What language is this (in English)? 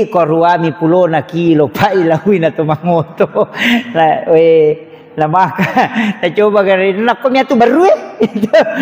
Buginese